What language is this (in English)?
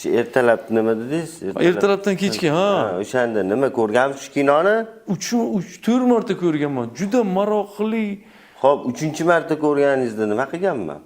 Uzbek